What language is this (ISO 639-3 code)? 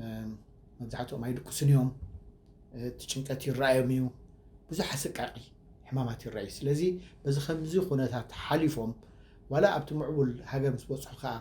tir